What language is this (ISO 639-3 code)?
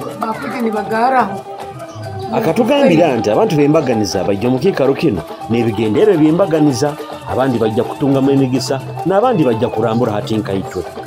nyo